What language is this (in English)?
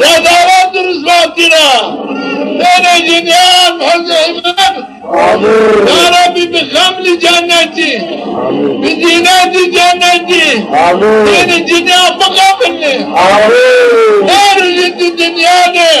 Zaza